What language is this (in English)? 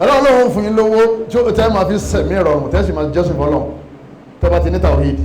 Yoruba